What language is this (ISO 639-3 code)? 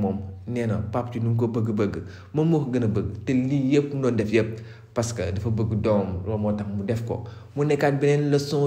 wol